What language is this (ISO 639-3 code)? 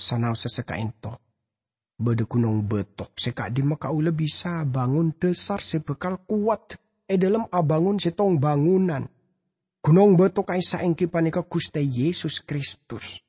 mad